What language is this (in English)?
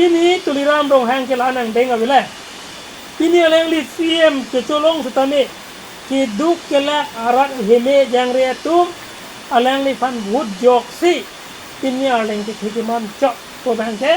Karbi